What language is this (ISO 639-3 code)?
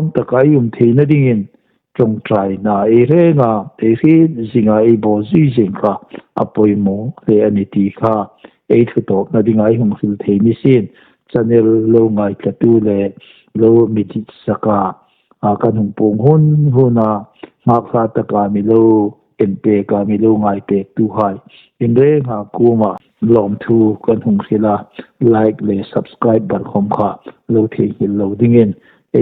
hmr